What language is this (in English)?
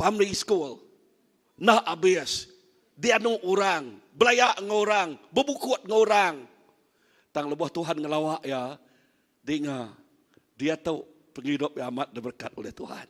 Iban